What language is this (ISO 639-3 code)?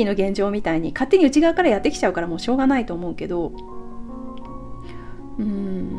jpn